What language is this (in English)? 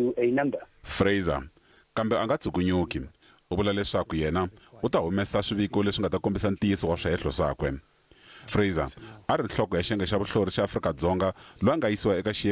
Tsonga